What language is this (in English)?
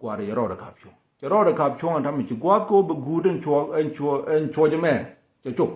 Nuer